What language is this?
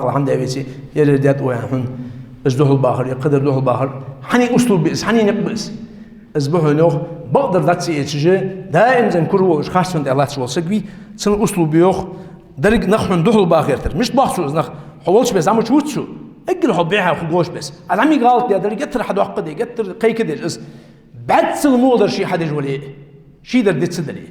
Ingush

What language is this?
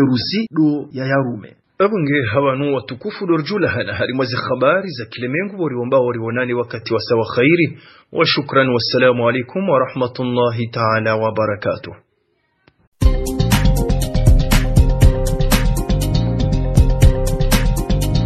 Swahili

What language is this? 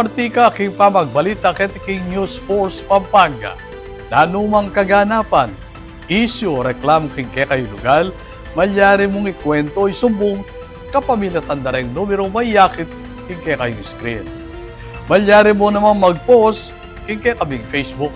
Pampanga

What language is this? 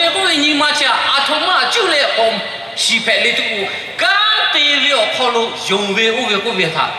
Lahu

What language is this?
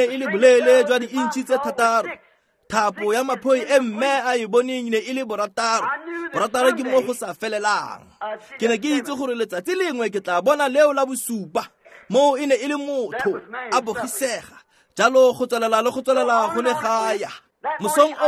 Tswana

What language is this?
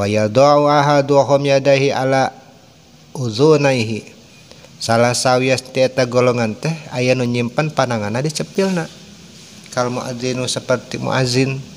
Sundanese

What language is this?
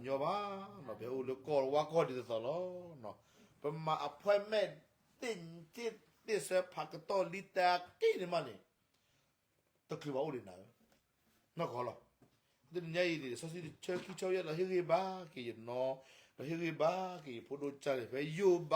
S'gaw Karen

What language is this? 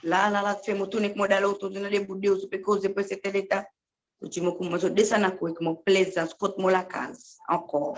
Seselwa Creole French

